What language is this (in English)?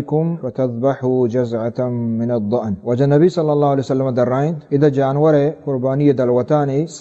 Baluchi